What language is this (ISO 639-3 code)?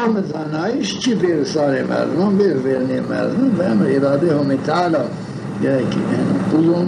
zza